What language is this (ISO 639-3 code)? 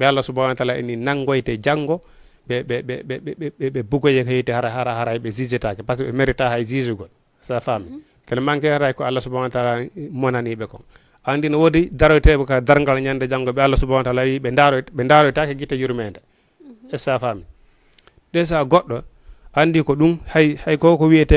ful